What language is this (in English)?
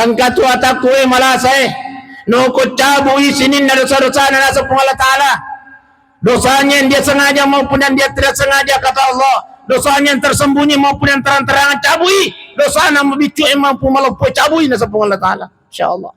Buginese